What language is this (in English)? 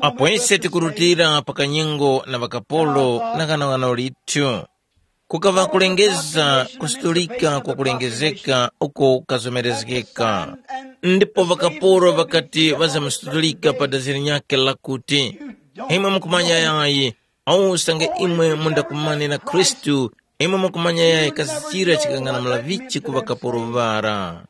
Tumbuka